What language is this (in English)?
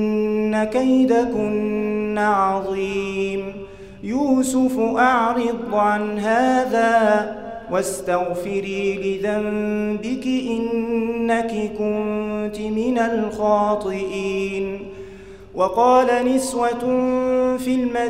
Arabic